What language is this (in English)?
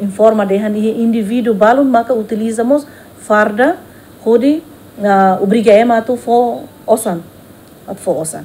Tetum